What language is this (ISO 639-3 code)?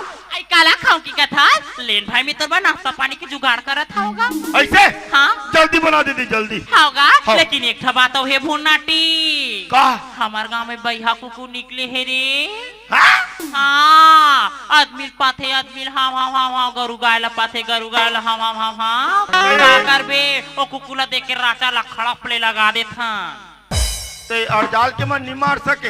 hne